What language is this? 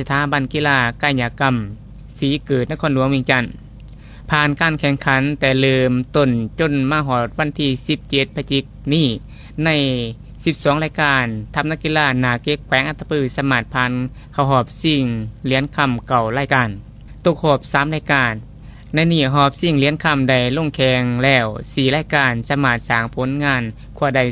Lao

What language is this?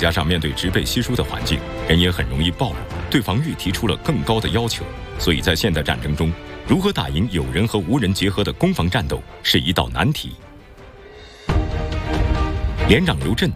Chinese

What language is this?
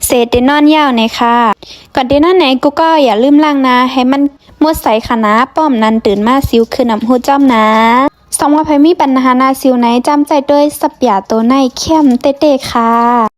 Shan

